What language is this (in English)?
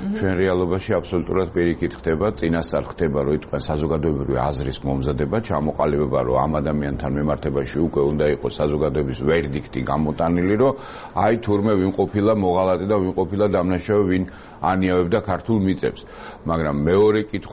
Georgian